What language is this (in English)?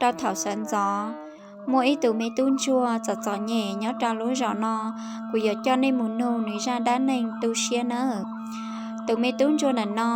Hmong